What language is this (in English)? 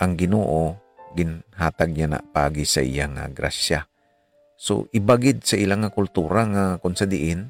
Hiligaynon